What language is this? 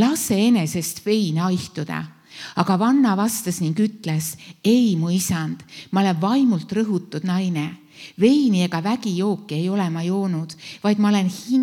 Estonian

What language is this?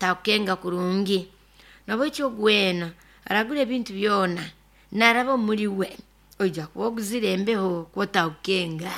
Nyoro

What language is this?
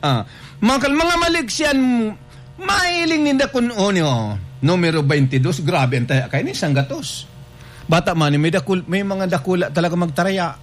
Bikol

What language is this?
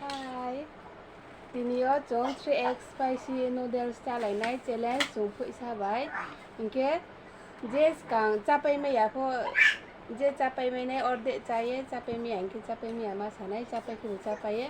Riang (India)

